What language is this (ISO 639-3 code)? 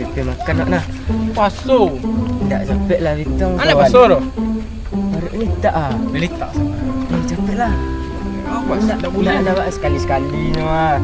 min